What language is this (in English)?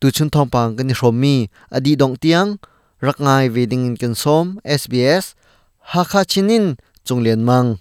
Hakha Chin